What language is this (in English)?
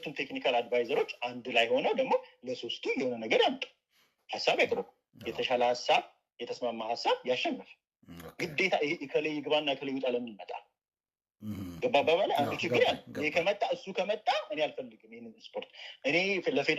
Amharic